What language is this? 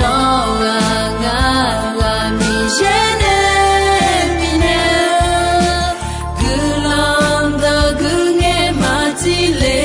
Akha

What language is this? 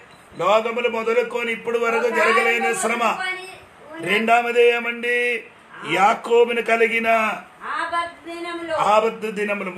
Telugu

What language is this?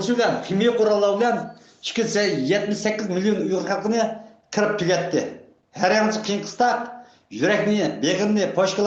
Uyghur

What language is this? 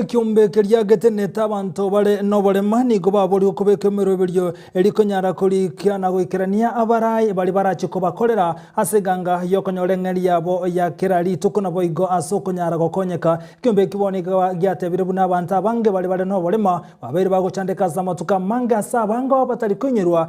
Gusii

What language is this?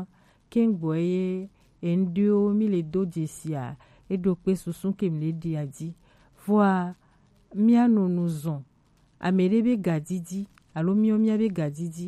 Gen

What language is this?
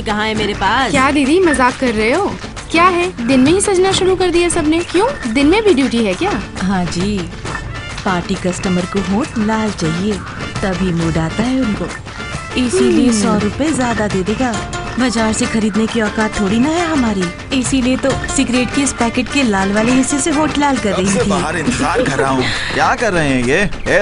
Hindi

